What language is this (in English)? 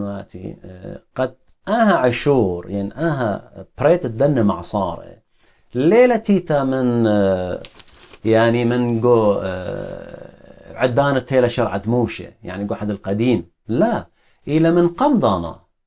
Assyrian Neo-Aramaic